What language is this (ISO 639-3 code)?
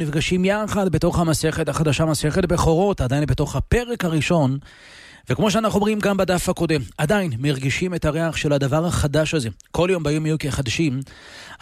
heb